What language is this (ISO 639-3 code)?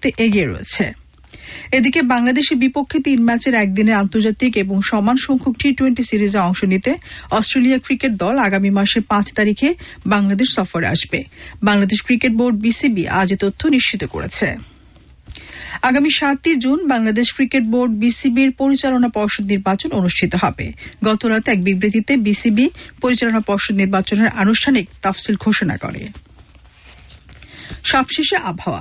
ben